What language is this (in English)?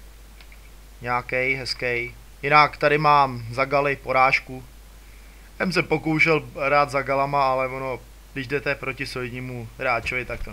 Czech